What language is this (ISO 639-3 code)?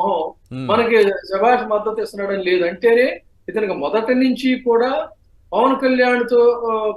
tel